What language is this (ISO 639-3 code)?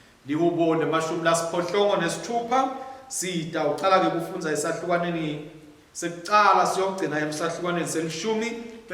ssw